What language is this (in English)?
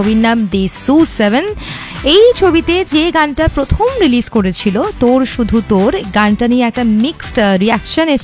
Bangla